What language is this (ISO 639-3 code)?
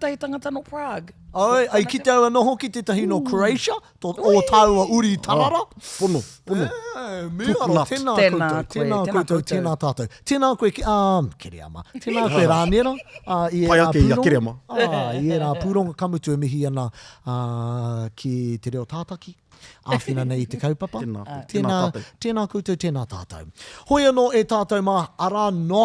mri